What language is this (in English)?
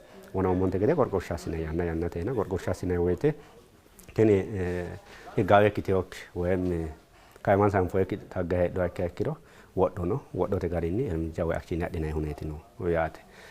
Sidamo